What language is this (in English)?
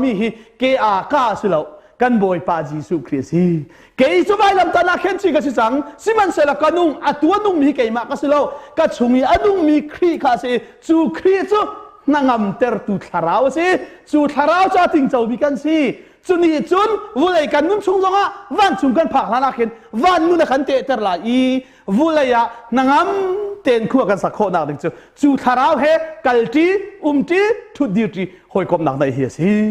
Hakha Chin